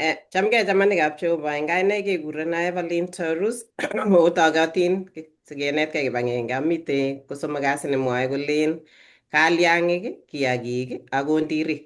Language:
Kalenjin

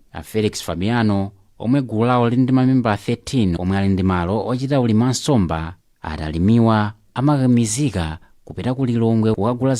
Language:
Nyanja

